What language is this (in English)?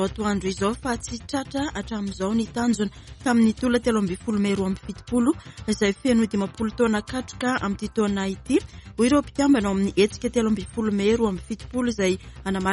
Malagasy